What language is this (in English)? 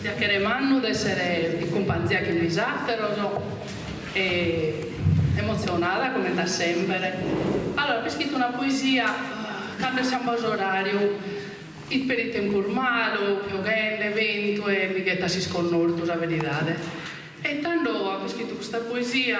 Sardinian